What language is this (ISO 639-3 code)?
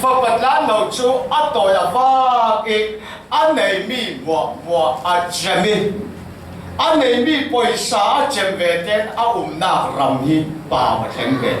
cfm